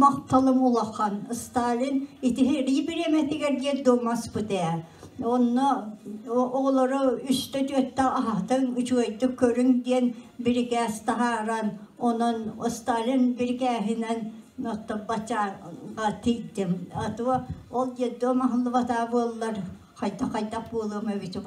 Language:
Yakut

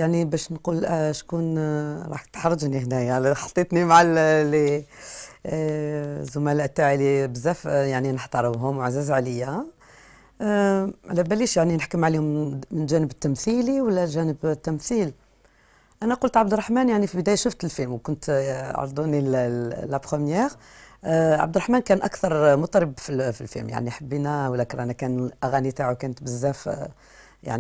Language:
Algerian Arabic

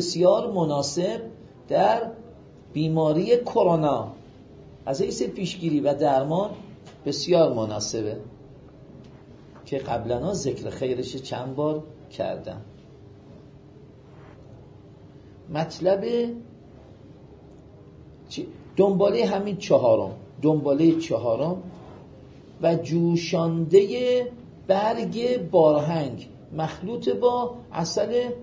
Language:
Persian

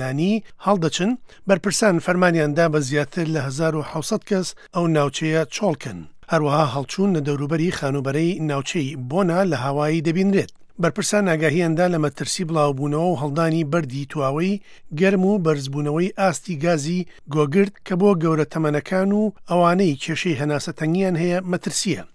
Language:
Central Kurdish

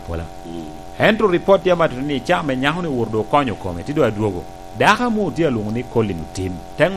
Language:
Lango (Uganda)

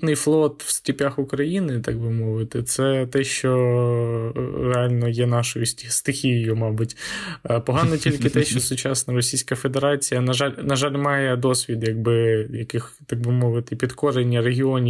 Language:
Ukrainian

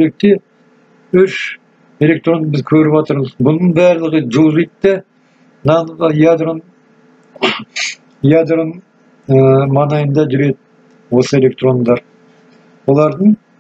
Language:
Kazakh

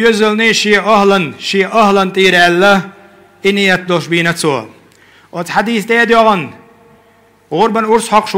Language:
Chechen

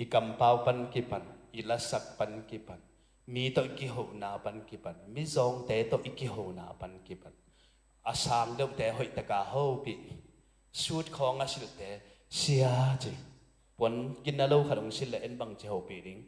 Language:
Tedim Chin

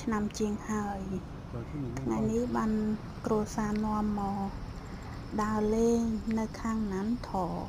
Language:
Khmer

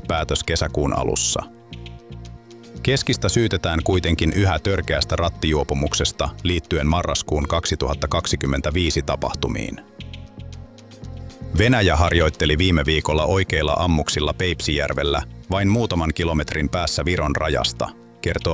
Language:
Finnish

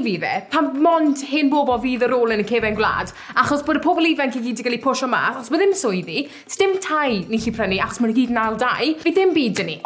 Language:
Welsh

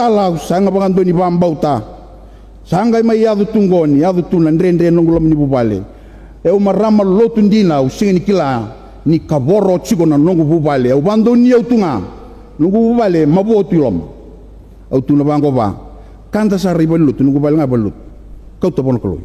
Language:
Fijian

